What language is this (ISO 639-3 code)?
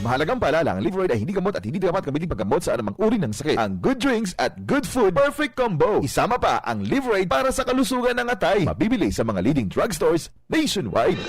bik